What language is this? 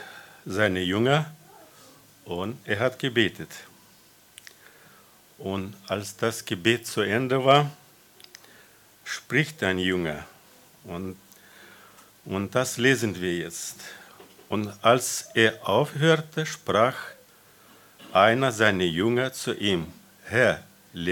German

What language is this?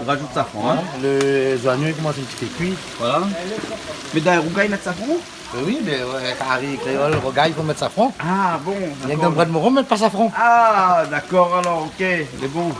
Réunion Creole French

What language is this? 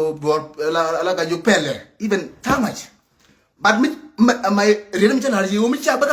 Nuer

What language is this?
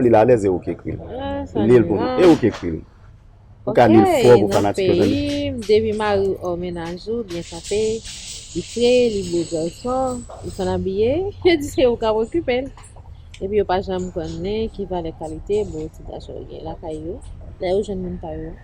Haitian Creole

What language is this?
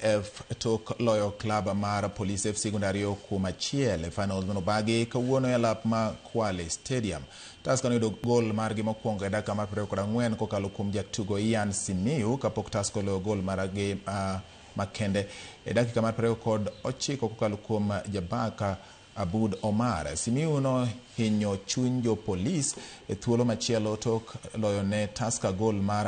Luo (Kenya and Tanzania)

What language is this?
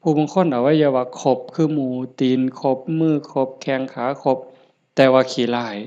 Northeastern Thai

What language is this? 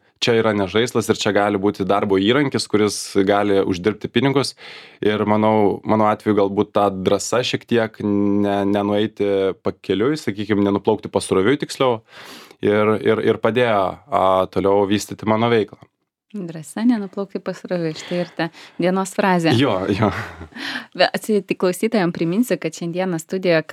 Lithuanian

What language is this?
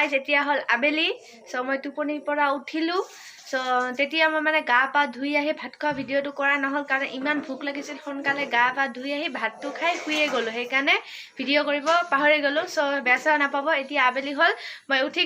Assamese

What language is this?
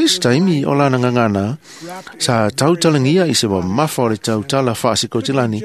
Samoan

